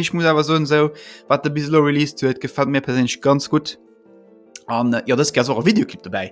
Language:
Luxembourgish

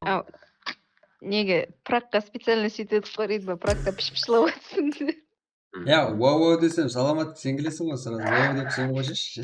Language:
Kara-Kalpak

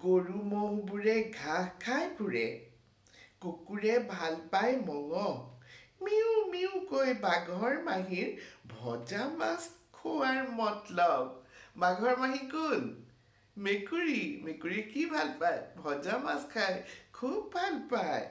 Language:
Assamese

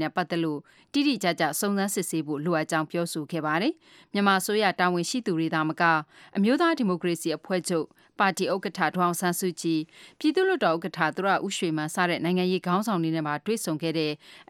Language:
Burmese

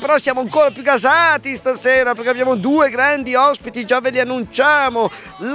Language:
Italian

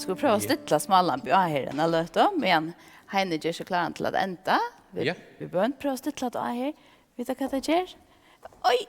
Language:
Faroese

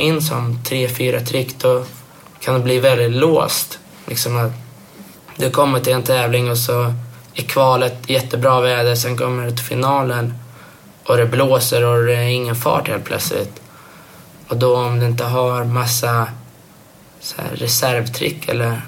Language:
Swedish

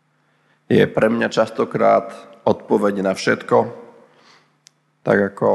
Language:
Slovak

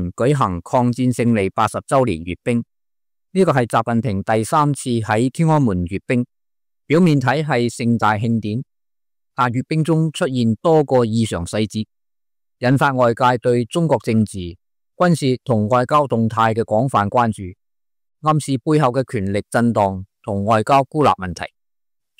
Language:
Cantonese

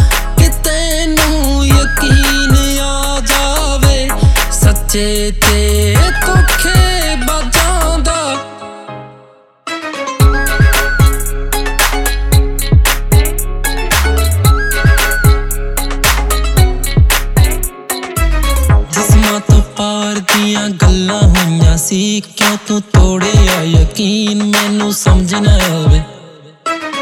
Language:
Punjabi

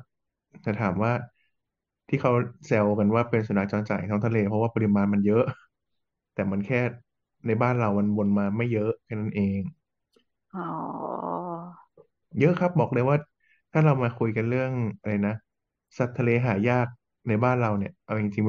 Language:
Thai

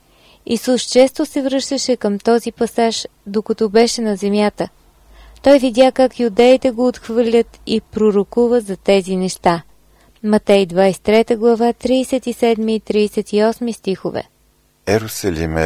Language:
Bulgarian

